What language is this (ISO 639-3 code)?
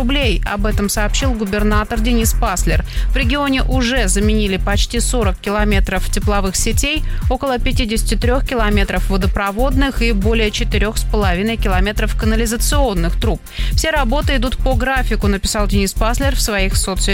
rus